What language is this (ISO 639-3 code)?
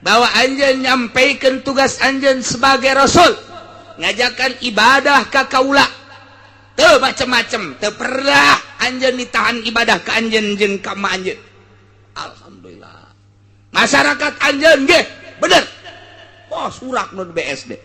sun